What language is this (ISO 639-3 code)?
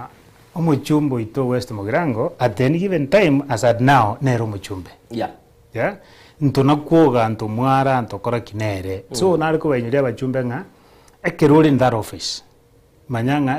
guz